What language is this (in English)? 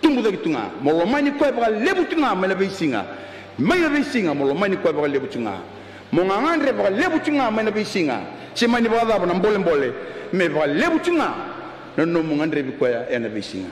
Fijian